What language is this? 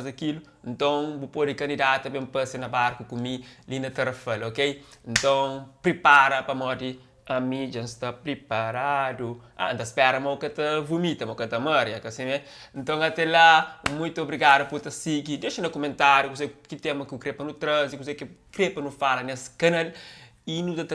Kabuverdianu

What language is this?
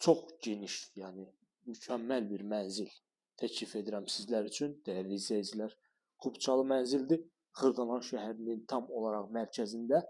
Azerbaijani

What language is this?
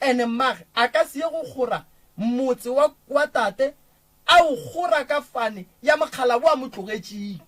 Northern Sotho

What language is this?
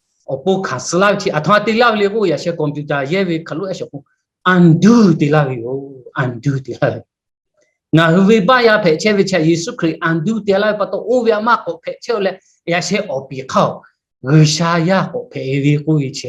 Lahu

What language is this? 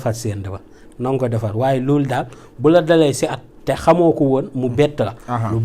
Wolof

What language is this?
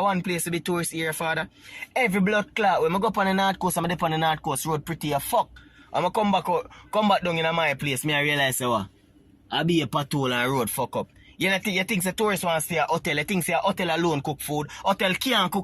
Jamaican Creole English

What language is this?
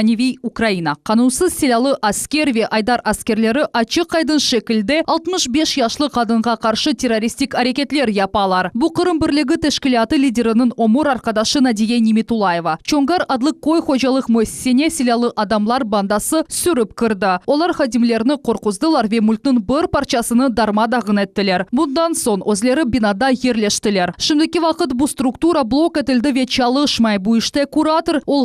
Crimean Tatar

